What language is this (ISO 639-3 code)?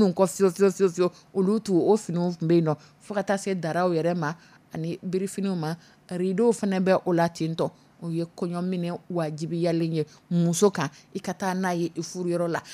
dyu